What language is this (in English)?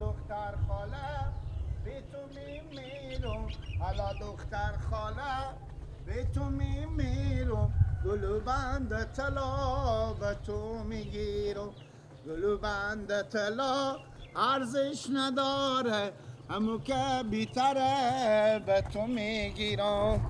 Persian